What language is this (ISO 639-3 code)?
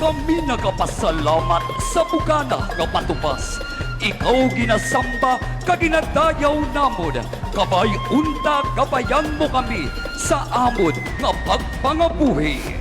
hil